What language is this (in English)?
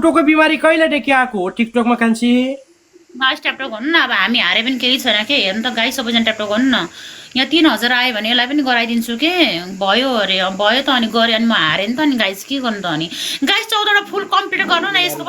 Nepali